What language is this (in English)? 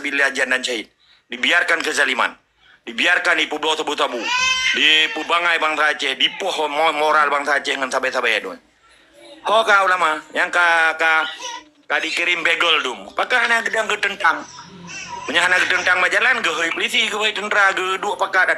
Achinese